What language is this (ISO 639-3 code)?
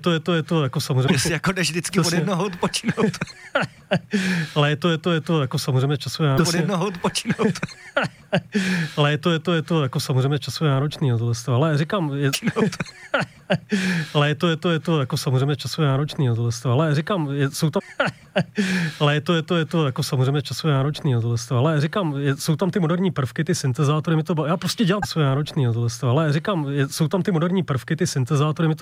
ces